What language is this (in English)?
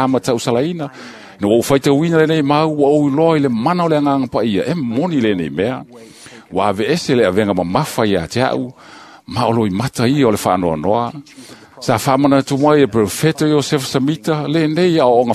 Samoan